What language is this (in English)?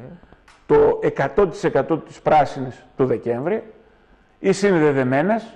Greek